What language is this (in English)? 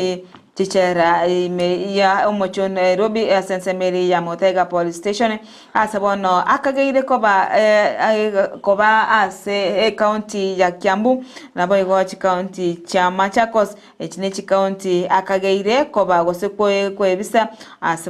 Gusii